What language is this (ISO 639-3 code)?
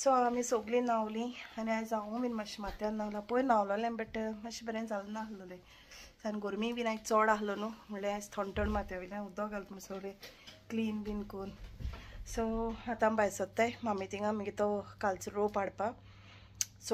kok